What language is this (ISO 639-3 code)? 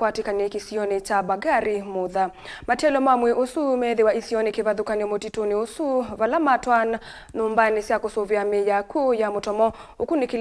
kam